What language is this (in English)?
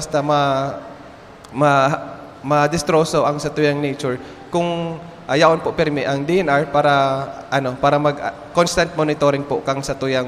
Bikol